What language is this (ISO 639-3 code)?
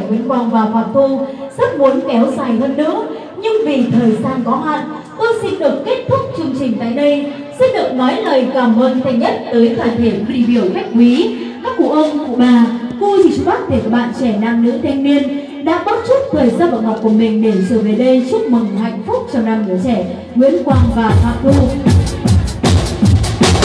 vie